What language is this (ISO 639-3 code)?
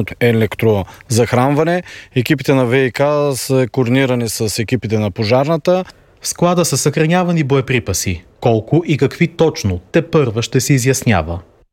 bul